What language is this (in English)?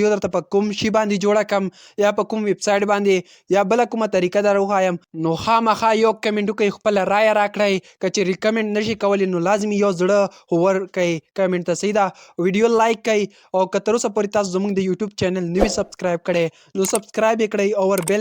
Pashto